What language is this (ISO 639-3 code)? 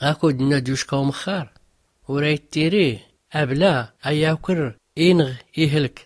shi